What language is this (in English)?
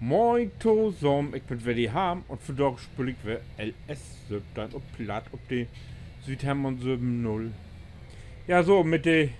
Low German